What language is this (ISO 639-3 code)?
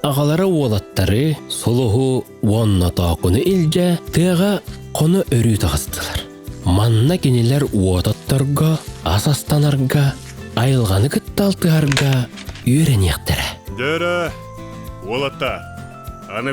sah